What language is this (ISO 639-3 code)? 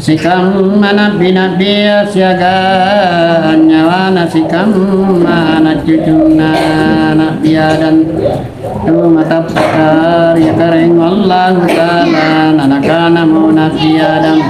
mak